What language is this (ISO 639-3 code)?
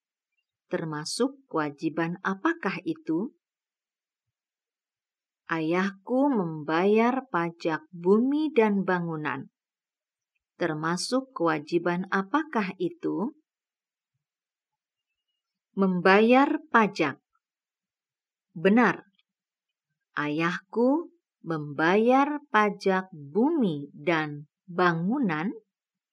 ind